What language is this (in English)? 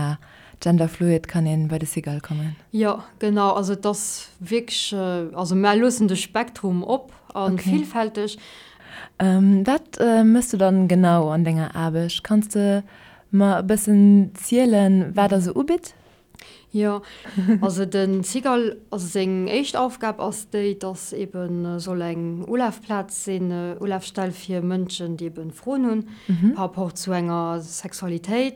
Luxembourgish